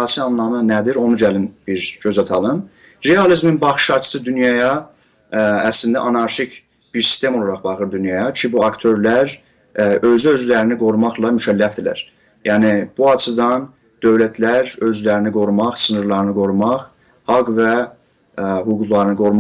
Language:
South Azerbaijani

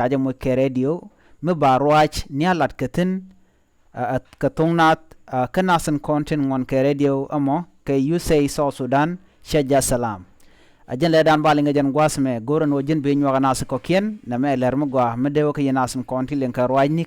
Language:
Nuer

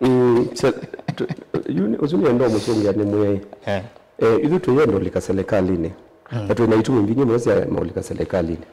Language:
Kamba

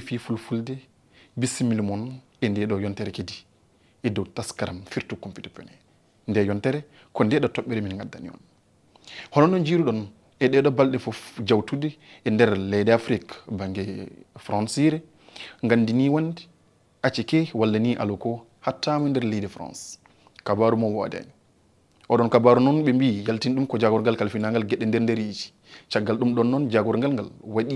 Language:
Fula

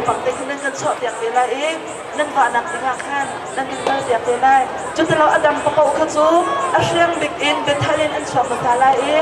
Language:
Hakha Chin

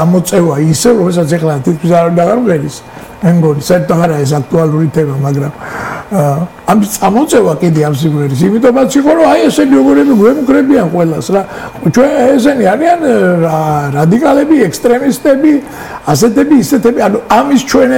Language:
Georgian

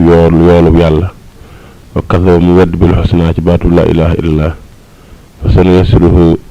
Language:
Wolof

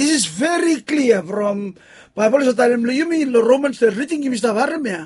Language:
Bislama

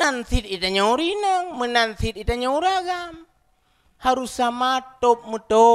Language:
Achinese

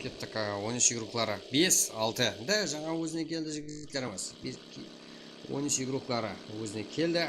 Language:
Kara-Kalpak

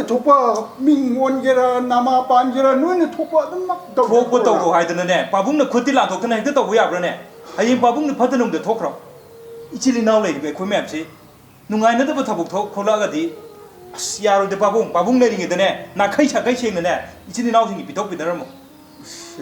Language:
Manipuri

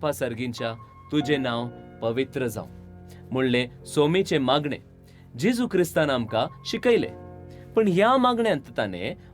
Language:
Konkani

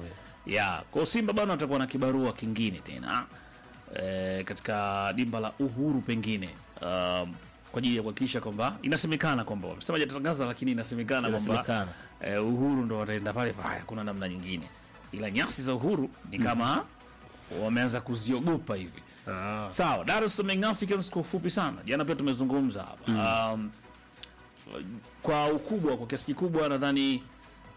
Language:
Swahili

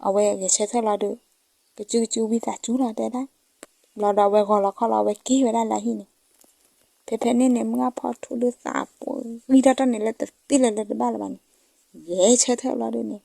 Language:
S'gaw Karen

